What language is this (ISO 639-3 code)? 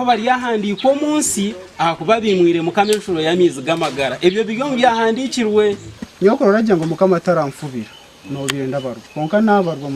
nyn